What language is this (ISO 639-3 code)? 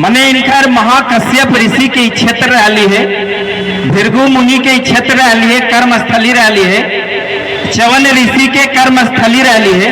mag